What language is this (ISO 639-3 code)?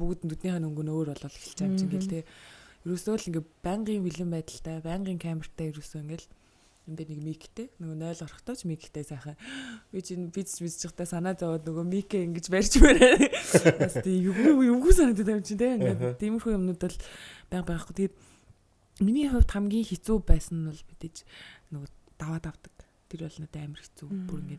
mon